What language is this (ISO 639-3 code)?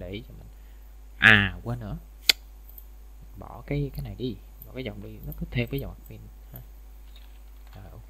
vie